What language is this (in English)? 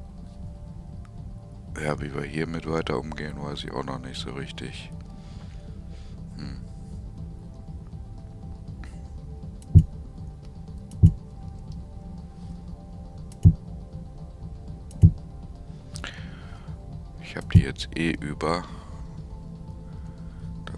German